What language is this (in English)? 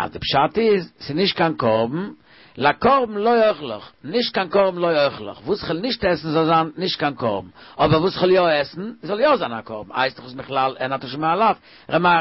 Yiddish